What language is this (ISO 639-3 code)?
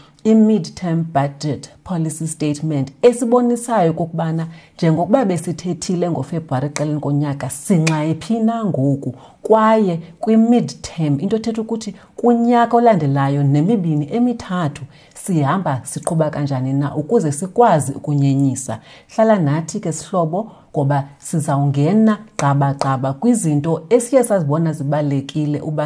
xho